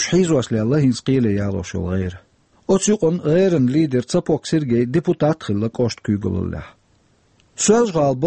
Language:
Chechen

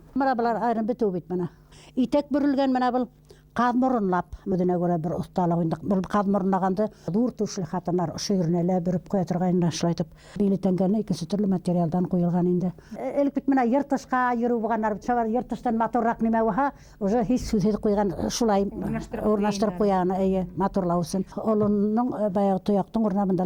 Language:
Bashkir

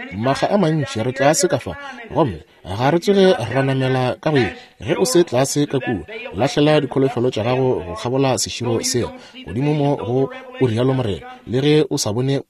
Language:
Northern Sotho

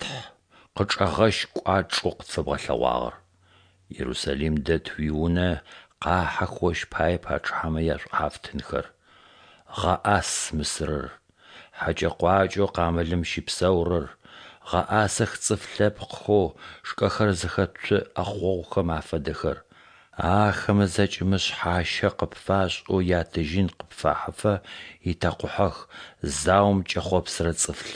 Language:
Adyghe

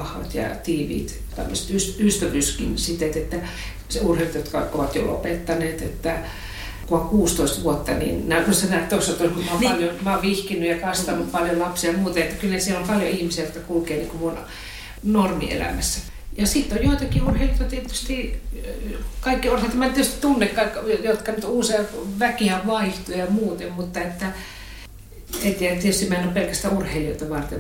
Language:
Finnish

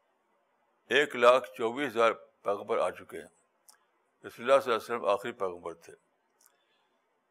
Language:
Urdu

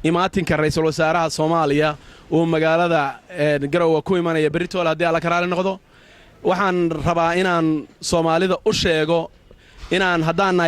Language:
Somali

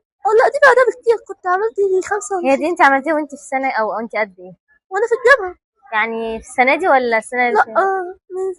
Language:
Egyptian Arabic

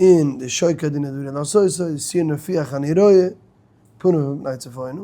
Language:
Yiddish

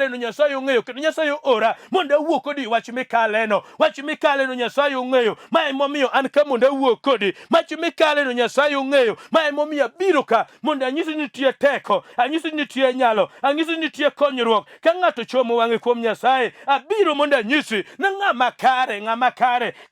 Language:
Luo (Kenya and Tanzania)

